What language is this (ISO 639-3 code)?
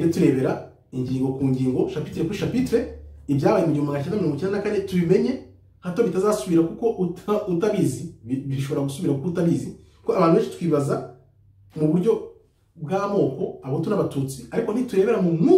kin